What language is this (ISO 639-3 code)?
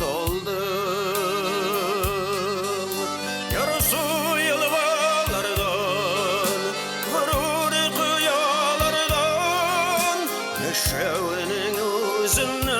tat